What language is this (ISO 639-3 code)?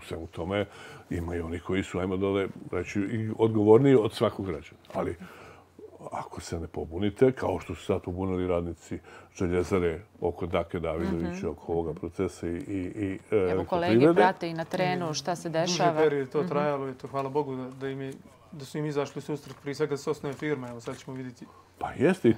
bos